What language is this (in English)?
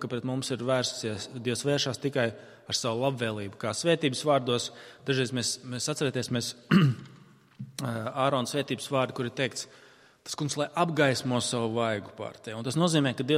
Latvian